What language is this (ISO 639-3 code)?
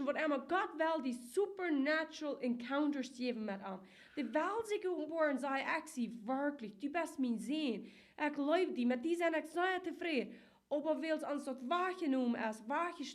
pdt